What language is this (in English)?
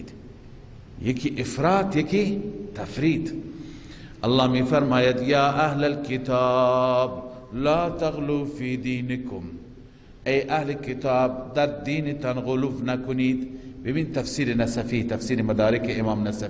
Persian